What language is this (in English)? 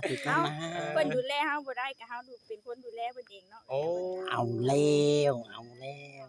Northeastern Thai